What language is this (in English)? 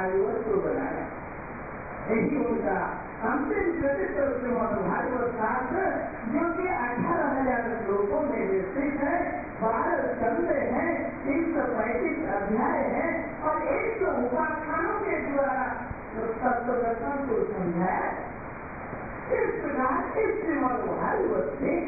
Hindi